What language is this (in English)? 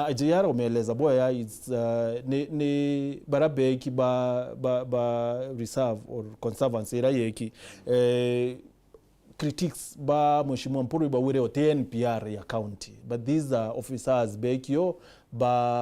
Meru